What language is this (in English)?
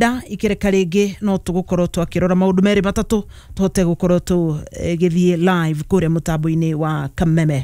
Kikuyu